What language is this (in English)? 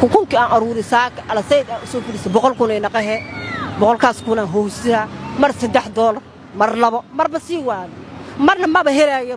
Somali